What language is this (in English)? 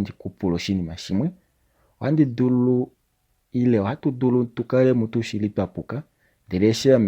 Kuanyama